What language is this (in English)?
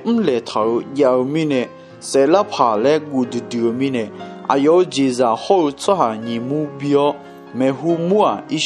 Akha